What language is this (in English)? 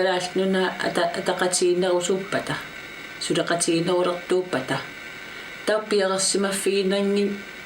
Kalaallisut